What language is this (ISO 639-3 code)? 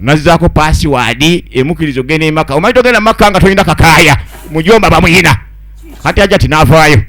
lug